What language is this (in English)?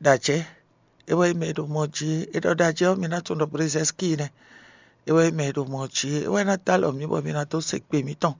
Fon